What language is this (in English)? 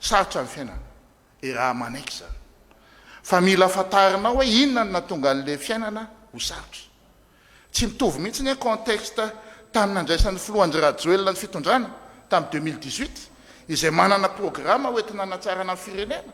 Malagasy